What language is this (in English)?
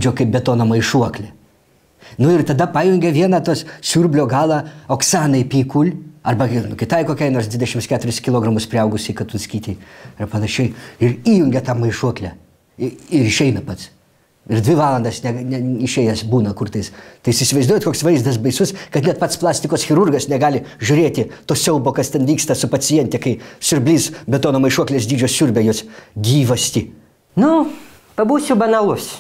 Lithuanian